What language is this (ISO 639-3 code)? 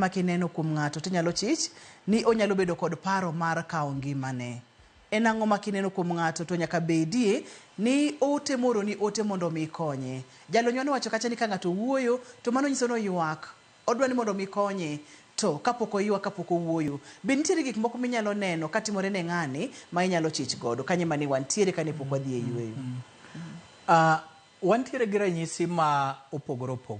luo